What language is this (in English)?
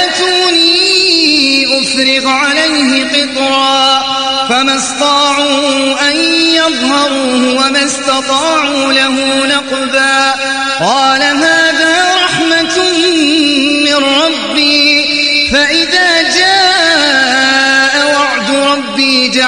Arabic